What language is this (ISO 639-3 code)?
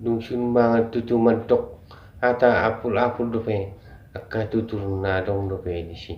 bbc